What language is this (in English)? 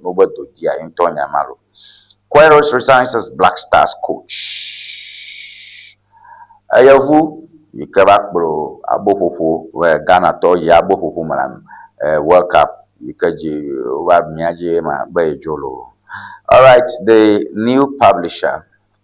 Ewe